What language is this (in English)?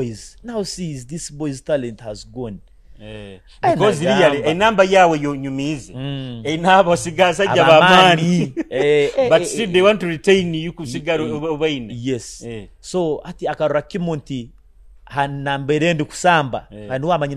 Nyoro